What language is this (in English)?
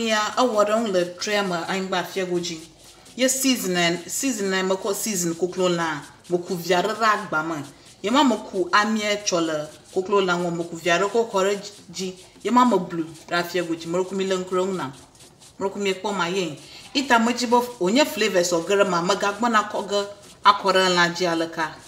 Ewe